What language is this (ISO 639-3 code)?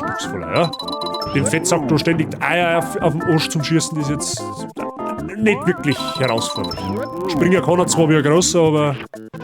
bar